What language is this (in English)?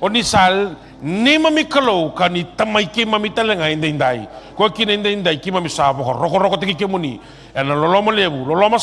Fijian